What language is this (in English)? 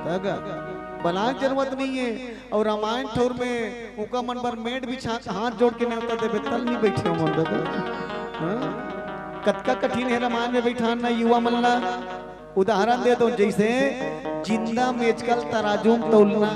Chhattisgarhi